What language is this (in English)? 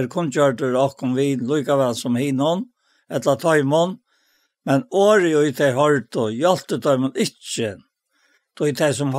Faroese